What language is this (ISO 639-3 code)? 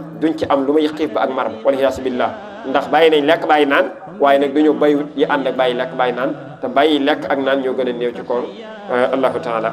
wol